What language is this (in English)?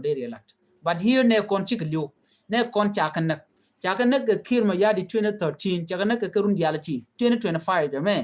Nuer